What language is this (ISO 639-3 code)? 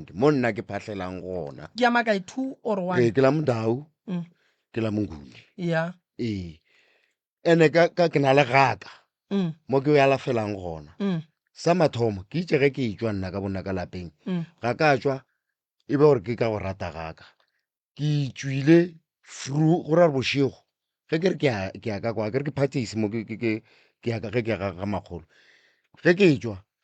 nso